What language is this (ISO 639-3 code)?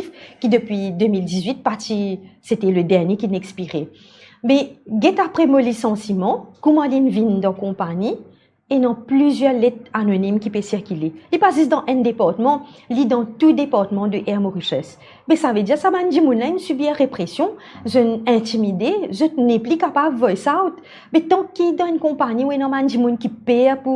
mfe